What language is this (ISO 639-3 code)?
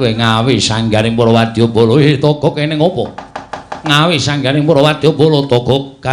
jav